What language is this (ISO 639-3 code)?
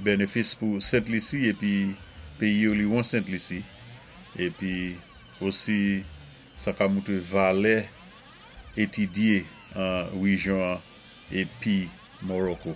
acf